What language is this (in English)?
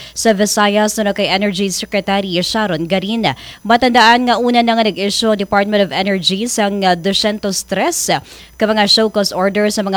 Hiligaynon